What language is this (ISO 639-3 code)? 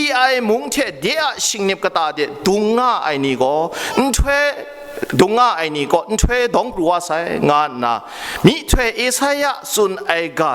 kac